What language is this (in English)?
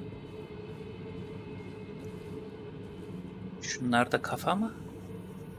Turkish